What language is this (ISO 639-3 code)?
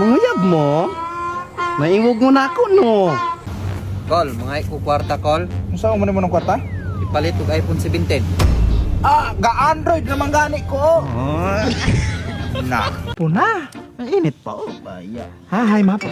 ceb